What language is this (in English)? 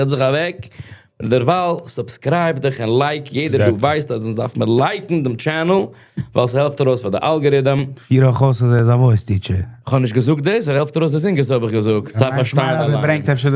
Yiddish